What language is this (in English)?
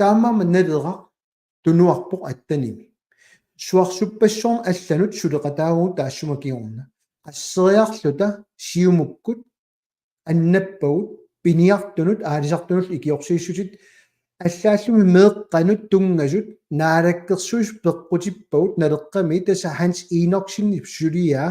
Kalaallisut